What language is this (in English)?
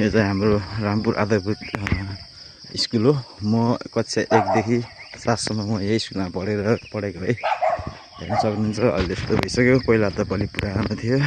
Nepali